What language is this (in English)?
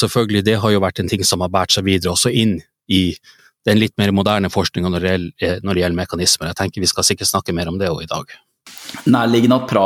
Norwegian